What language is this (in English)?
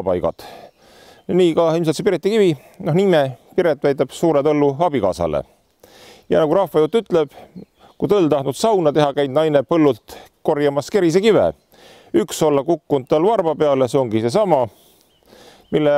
Estonian